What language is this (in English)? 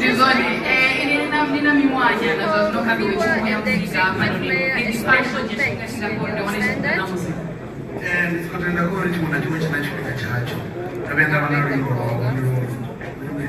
Venda